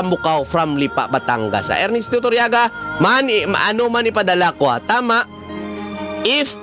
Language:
Hiligaynon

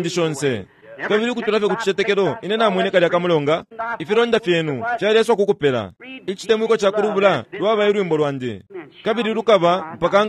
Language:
Bemba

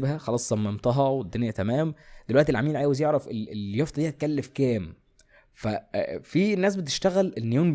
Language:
Egyptian Arabic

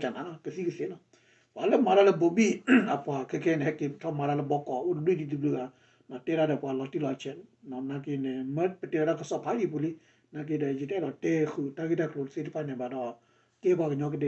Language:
S'gaw Karen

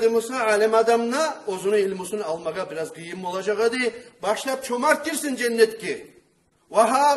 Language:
Kumyk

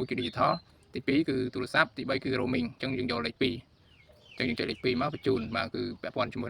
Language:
Khmer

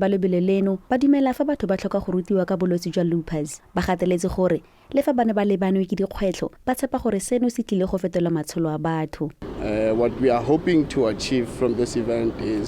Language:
Tswana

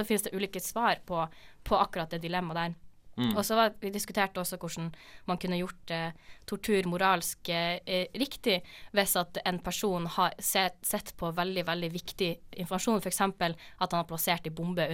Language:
Norwegian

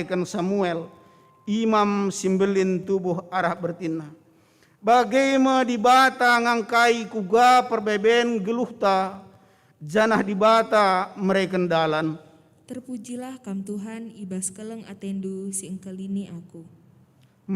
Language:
Batak Karo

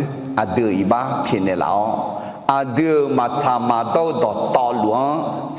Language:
Akha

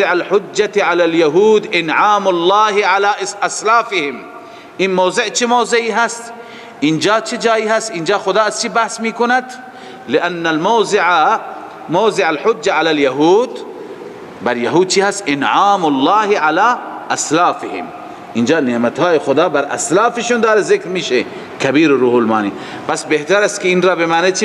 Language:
Persian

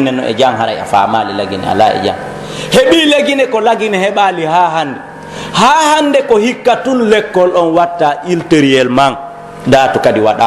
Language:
Pular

